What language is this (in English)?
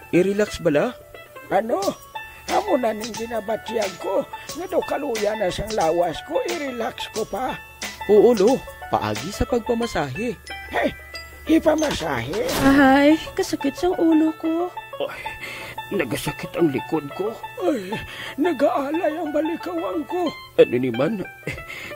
Hiligaynon